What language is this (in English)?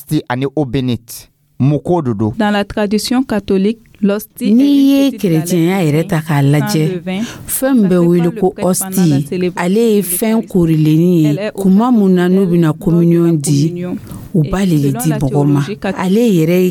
Dyula